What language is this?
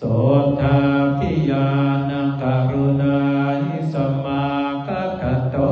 Pali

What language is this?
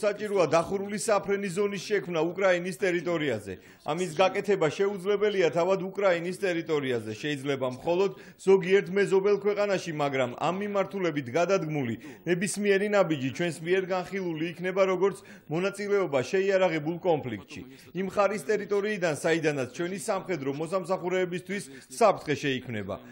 Georgian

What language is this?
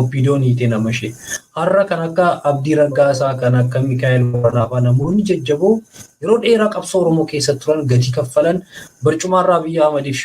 Oromo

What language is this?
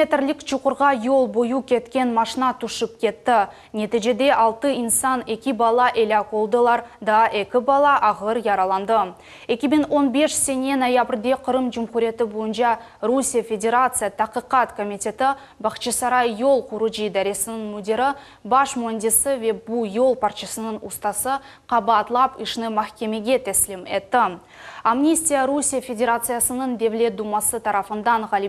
Crimean Tatar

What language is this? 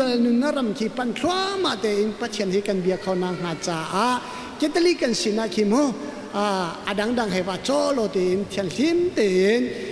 Hakha Chin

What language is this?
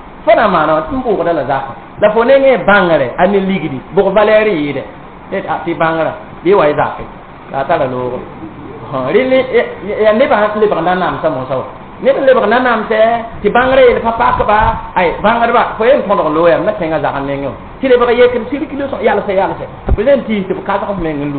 Mossi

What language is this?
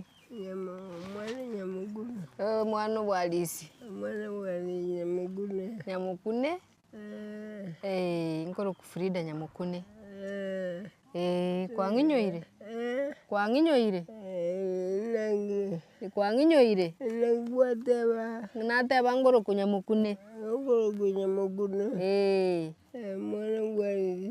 Gusii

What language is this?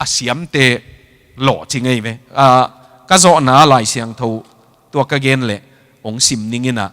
Tedim Chin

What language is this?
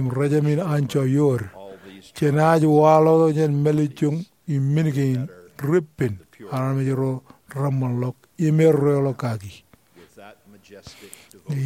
Marshallese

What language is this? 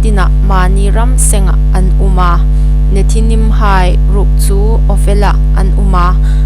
Hmar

